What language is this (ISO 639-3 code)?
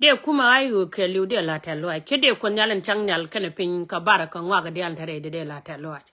nus